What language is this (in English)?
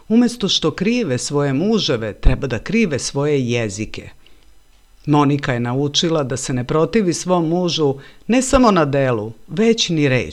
Serbian